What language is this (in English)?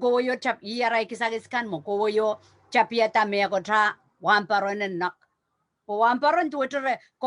Pohnpeian